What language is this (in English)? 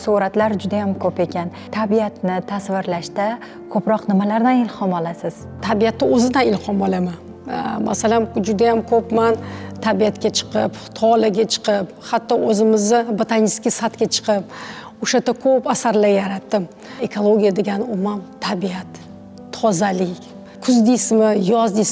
Uzbek